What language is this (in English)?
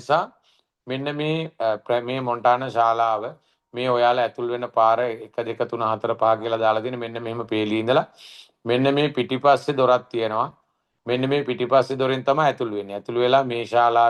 Sinhala